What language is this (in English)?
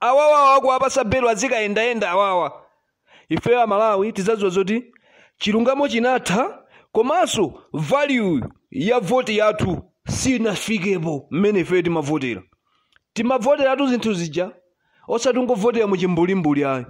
Nyanja